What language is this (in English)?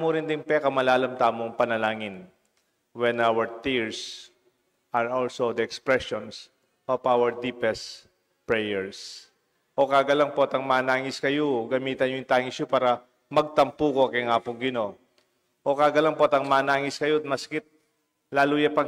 Pampanga